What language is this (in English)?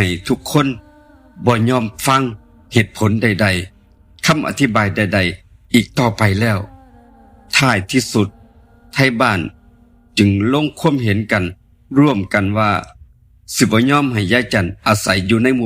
Northeastern Thai